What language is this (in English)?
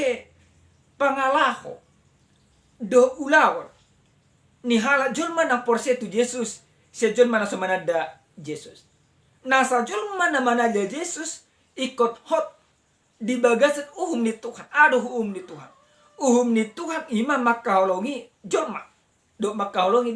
Batak Toba